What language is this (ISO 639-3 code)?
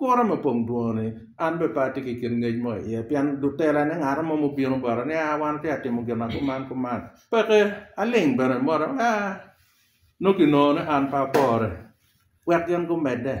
ach